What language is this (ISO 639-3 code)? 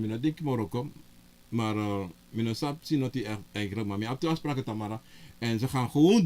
srn